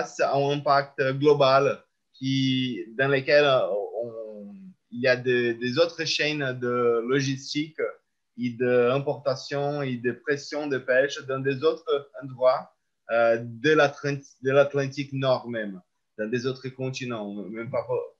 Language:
French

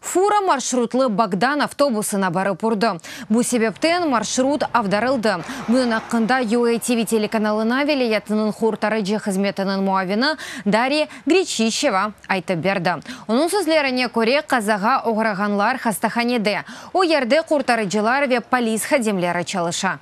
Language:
Crimean Tatar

